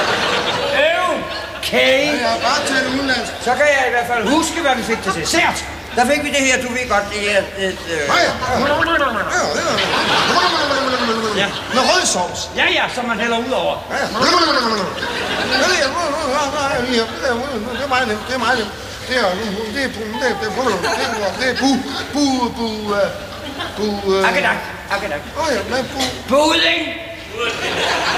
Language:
Danish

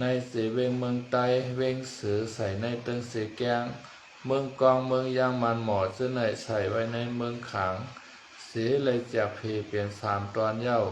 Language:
Shan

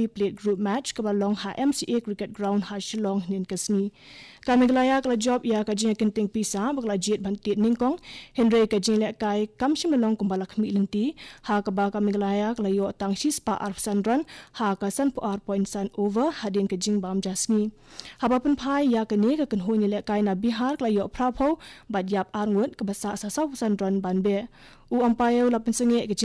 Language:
Khasi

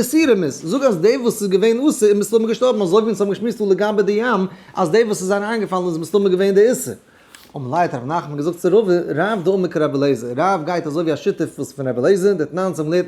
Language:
Yiddish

